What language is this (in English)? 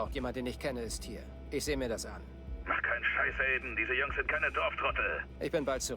Bavarian